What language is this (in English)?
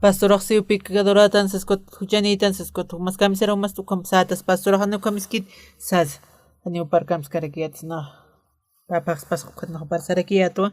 Aymara